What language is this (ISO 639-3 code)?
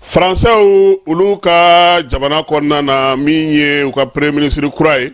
bam